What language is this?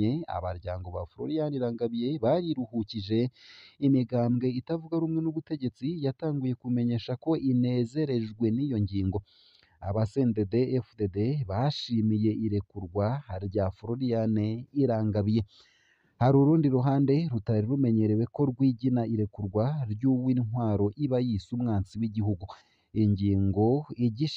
Rundi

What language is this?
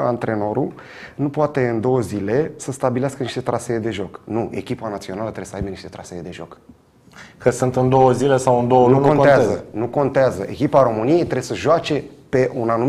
Romanian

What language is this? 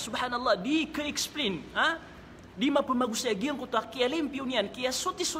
Maranao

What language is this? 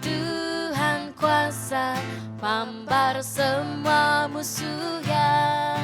Iban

